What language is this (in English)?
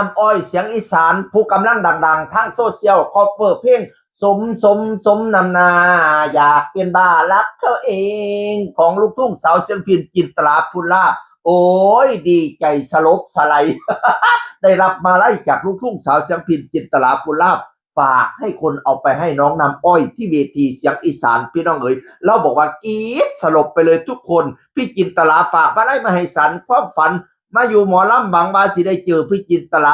Northeastern Thai